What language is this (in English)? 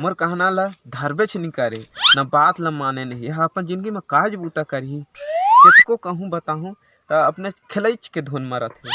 Chhattisgarhi